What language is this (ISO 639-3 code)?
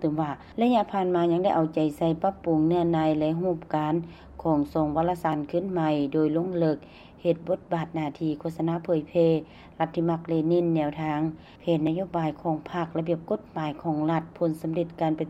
lao